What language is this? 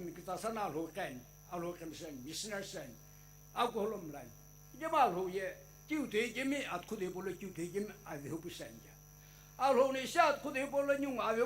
Sumi Naga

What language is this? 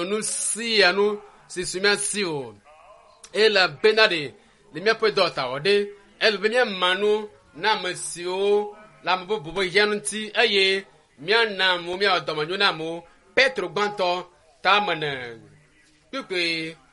Ewe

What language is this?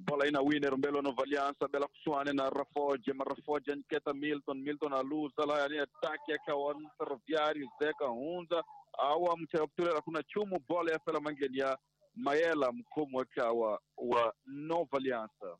Tsonga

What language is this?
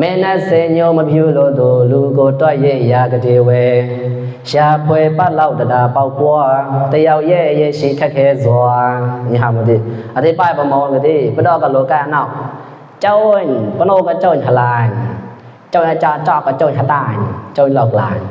Mon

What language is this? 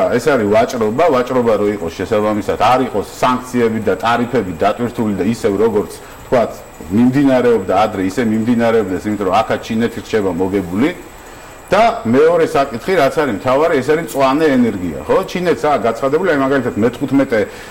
Georgian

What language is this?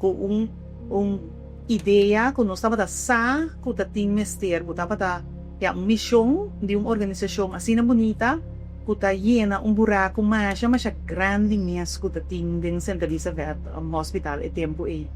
Papiamento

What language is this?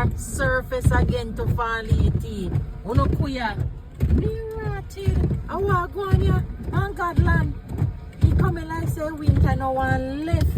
Jamaican Creole English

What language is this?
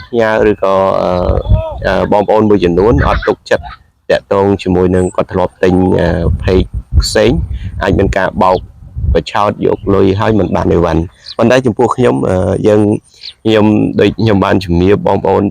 Khmer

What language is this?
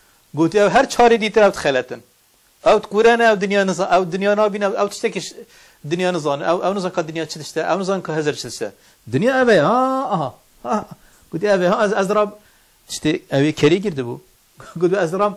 Kurdish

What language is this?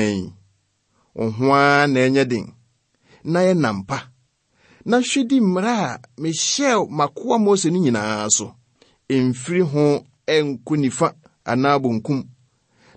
Akan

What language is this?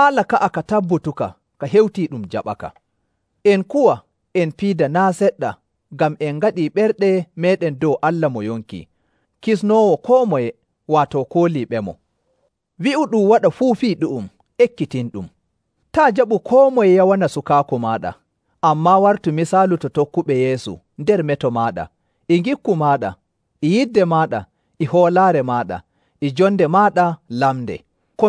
Nigerian Fulfulde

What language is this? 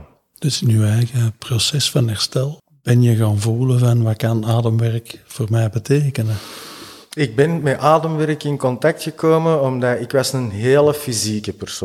Dutch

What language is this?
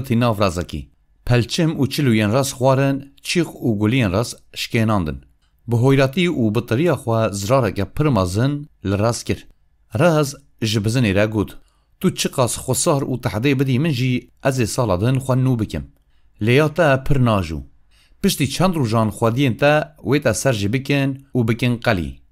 Kurdish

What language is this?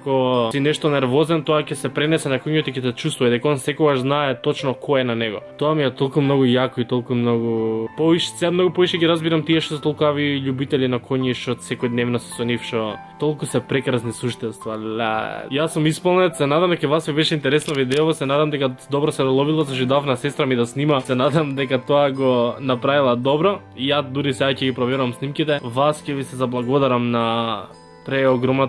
Macedonian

